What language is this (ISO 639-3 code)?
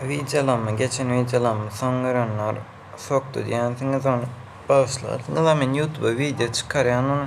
tuk